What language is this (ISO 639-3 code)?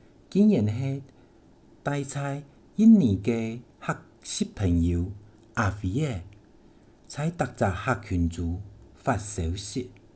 hak